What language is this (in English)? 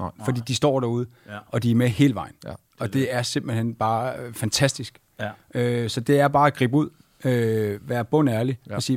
Danish